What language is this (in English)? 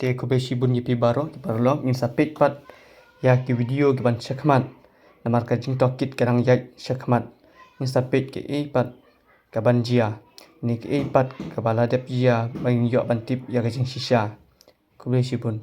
Khasi